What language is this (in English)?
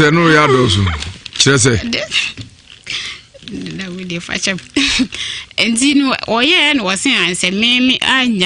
Akan